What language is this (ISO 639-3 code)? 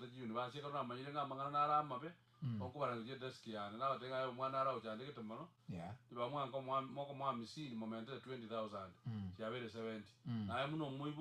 guz